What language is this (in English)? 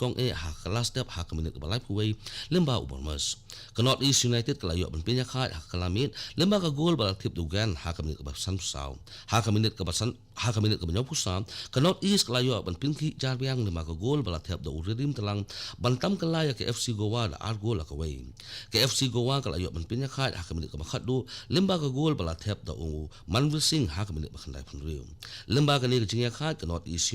Khasi